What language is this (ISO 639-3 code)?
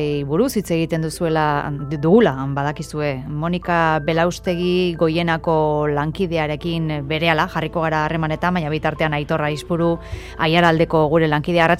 eus